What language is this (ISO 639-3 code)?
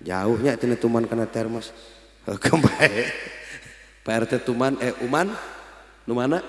sun